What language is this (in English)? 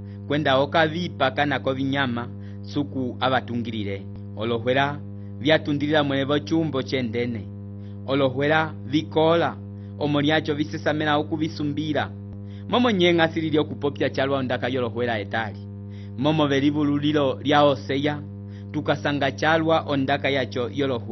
Umbundu